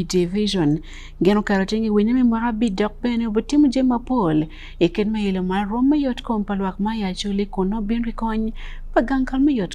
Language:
Acoli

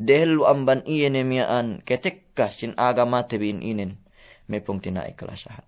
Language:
Yakan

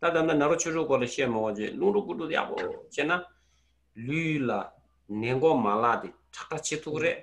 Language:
Tibetan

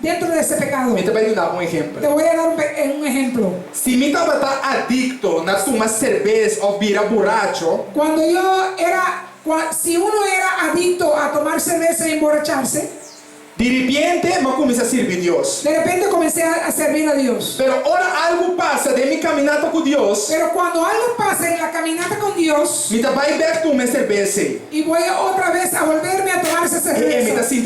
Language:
Papiamento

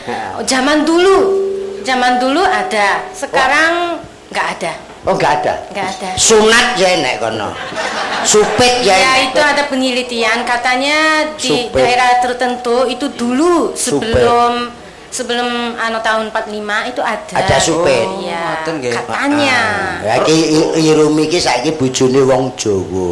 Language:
Javanese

